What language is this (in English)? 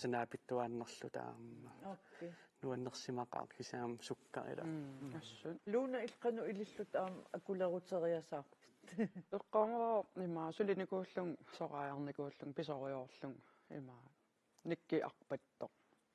Kalaallisut